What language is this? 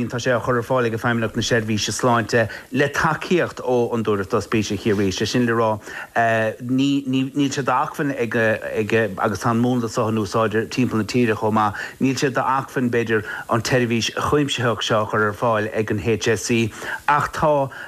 Irish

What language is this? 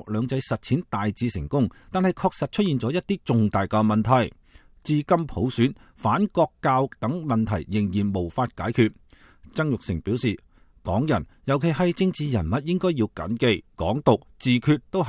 Cantonese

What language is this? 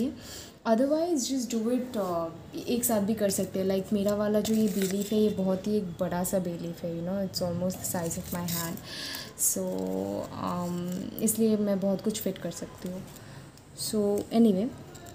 Hindi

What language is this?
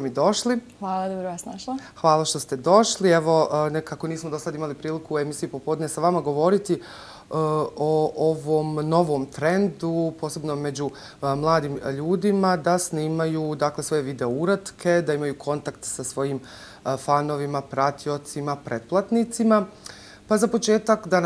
Bosnian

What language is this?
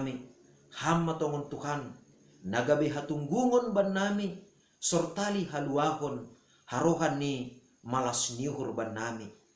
Batak Simalungun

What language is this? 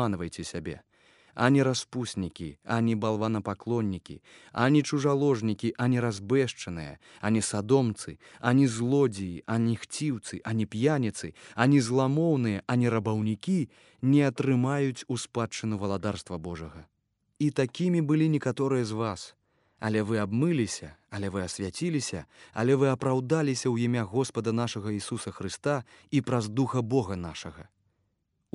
Belarusian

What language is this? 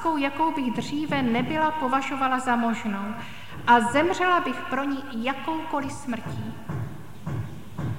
Czech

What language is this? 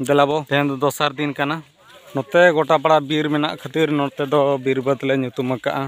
Santali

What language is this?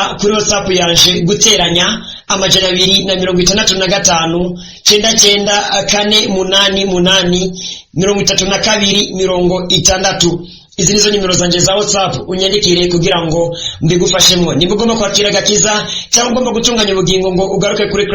Rundi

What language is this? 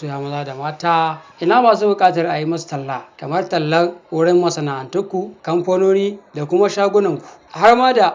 Hausa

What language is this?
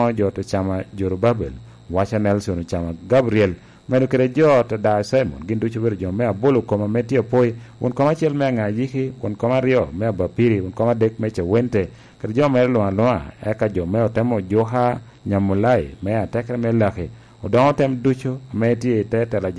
Lango (Uganda)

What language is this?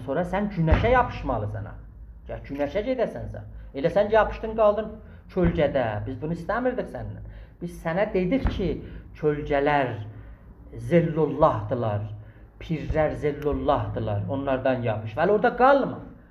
South Azerbaijani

